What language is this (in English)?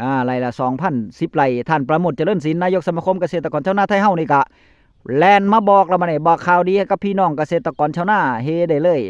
Northeastern Thai